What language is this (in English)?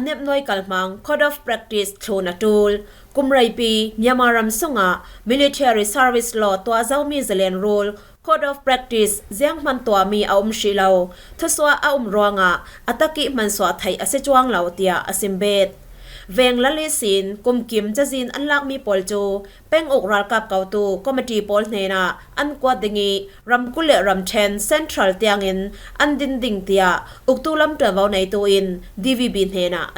Falam Chin